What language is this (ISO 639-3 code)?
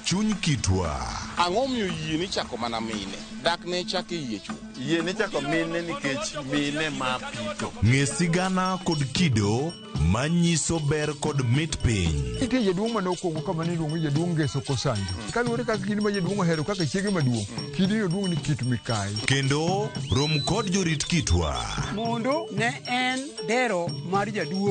luo